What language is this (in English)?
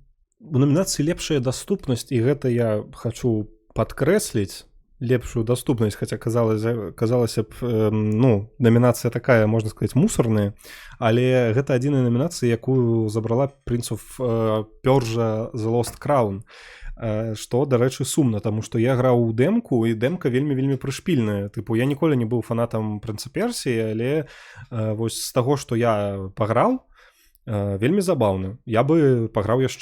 Belarusian